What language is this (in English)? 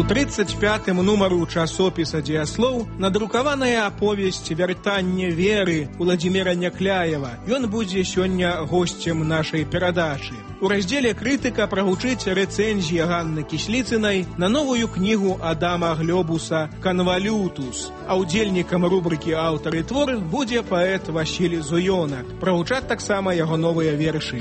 Belarusian